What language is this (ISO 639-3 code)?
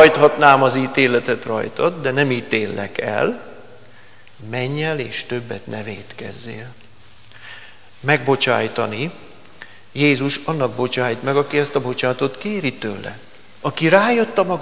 hun